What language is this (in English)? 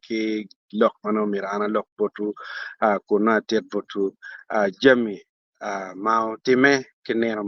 Acoli